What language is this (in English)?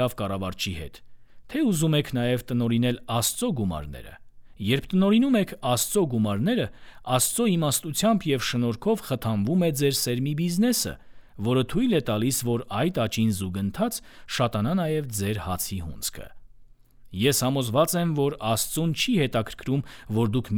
Armenian